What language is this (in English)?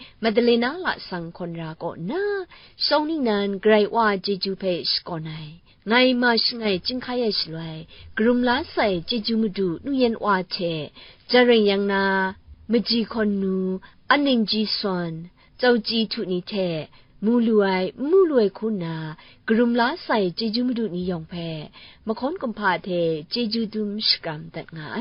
Kachin